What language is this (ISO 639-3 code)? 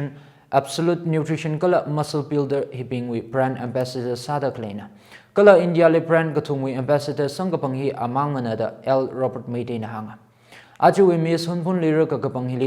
nmf